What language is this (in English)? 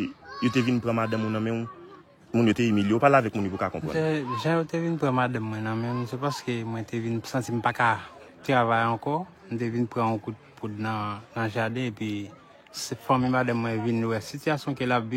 Haitian Creole